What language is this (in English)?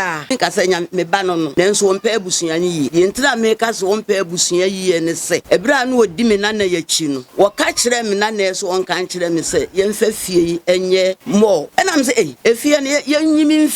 Akan